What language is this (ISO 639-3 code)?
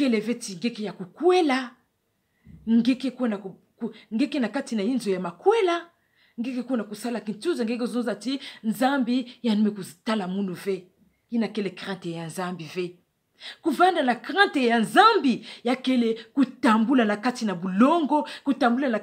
ktu